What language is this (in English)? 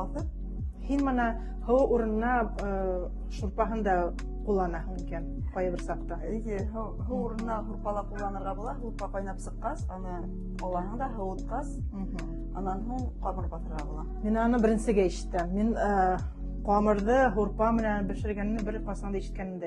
Bashkir